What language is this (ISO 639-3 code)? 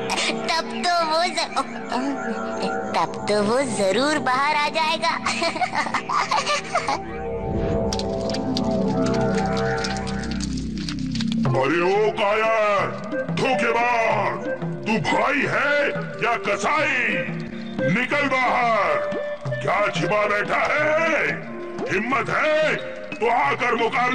hin